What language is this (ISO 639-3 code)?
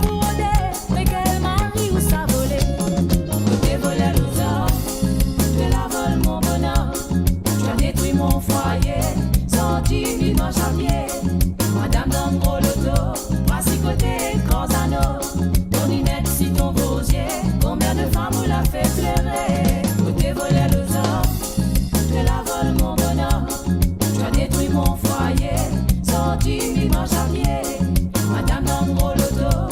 mfe